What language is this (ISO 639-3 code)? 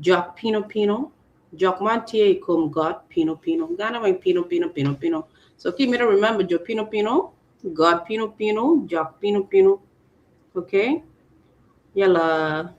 ach